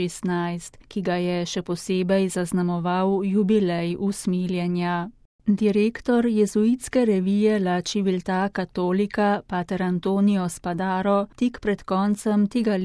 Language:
Slovenian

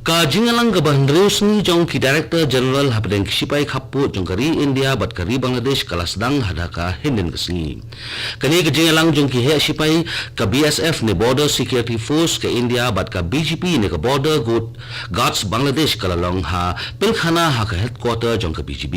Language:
Khasi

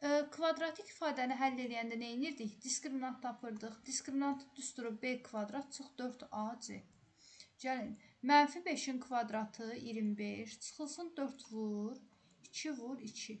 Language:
Azerbaijani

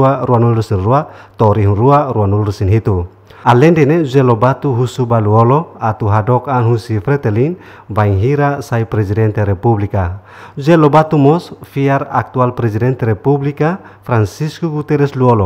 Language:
Tetum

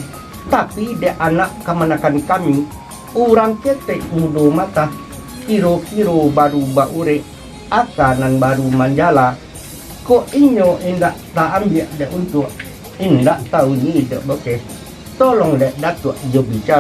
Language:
Minangkabau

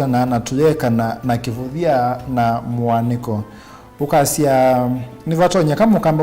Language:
Kamba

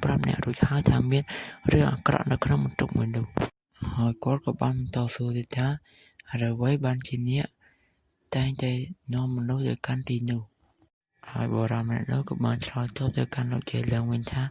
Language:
Khmer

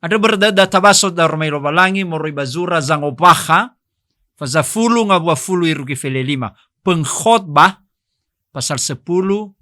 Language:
Nias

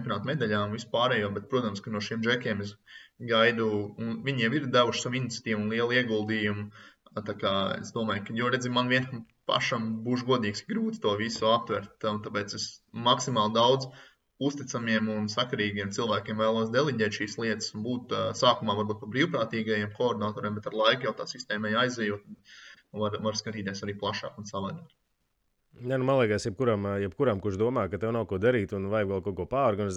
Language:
Latvian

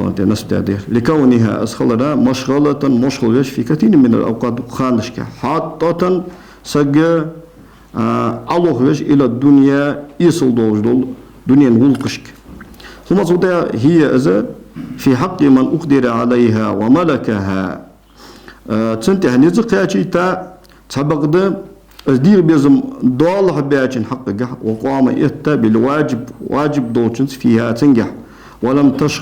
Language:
Ingush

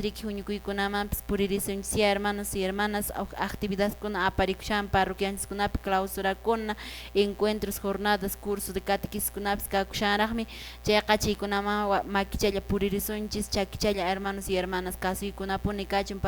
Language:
Quechua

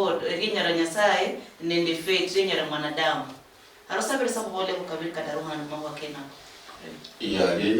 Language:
Luyia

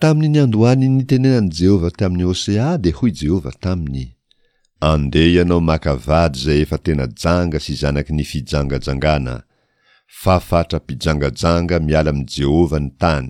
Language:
Malagasy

